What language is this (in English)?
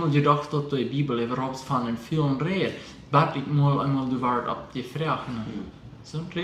Plautdietsch